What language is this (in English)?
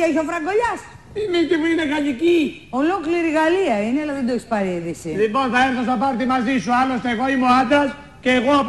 Greek